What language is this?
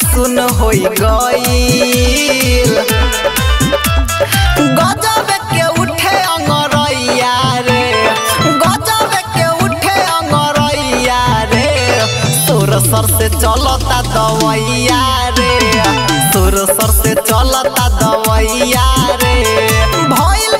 Bhojpuri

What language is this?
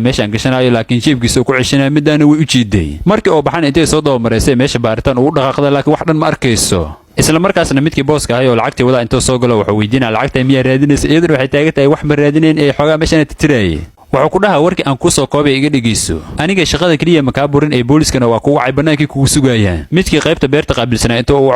Somali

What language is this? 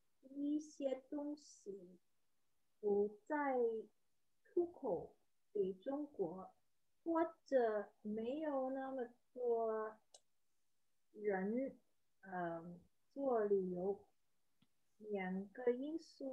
Chinese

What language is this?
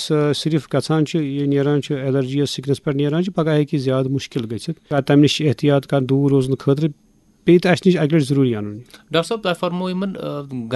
Kashmiri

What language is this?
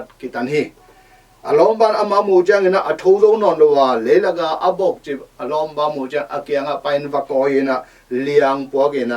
Tedim Chin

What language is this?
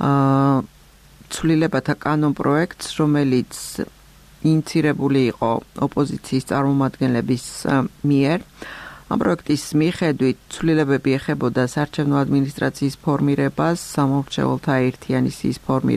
Georgian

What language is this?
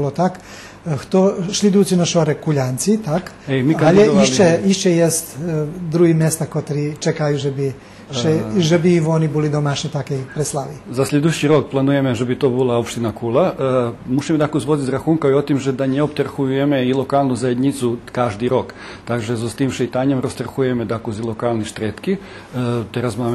Rusyn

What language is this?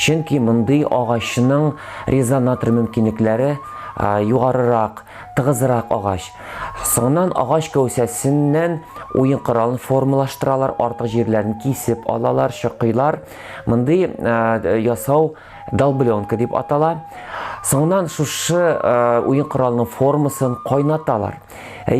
Tatar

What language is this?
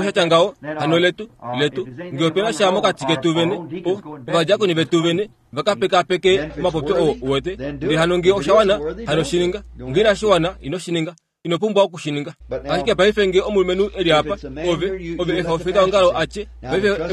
Kuanyama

